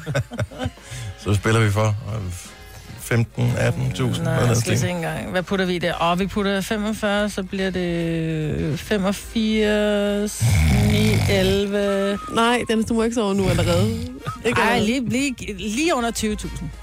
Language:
Danish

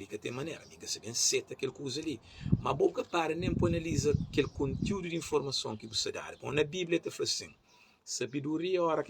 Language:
Kabuverdianu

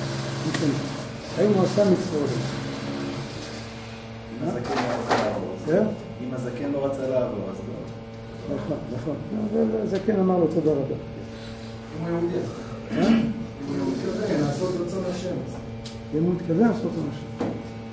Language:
Hebrew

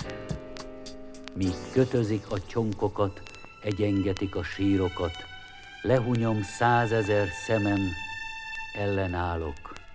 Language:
Hungarian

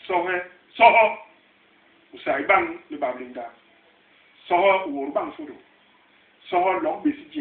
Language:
Basaa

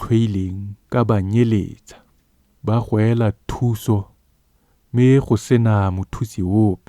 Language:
Tswana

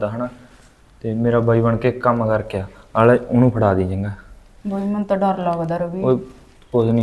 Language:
Punjabi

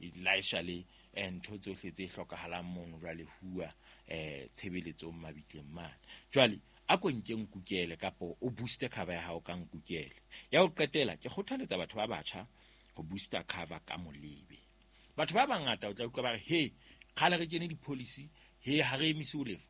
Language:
Southern Sotho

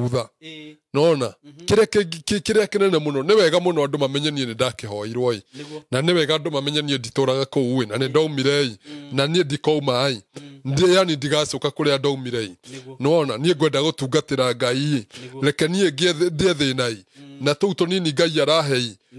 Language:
Kikuyu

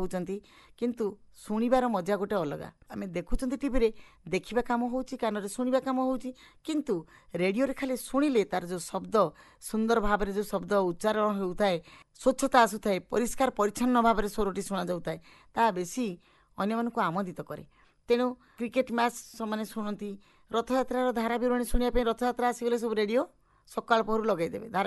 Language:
Odia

